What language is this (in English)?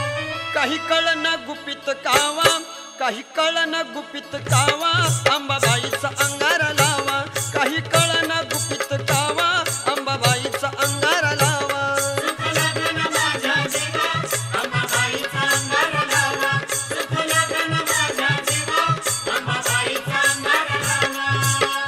Marathi